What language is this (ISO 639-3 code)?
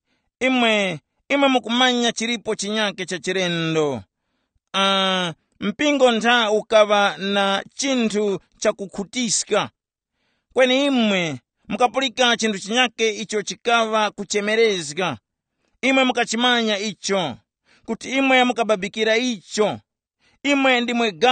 tum